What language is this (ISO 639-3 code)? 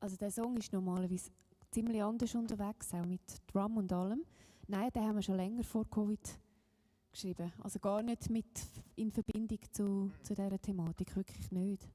gsw